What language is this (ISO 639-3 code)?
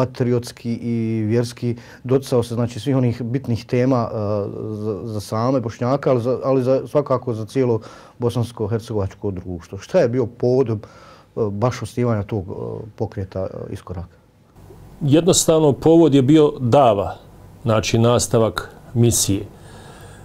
bos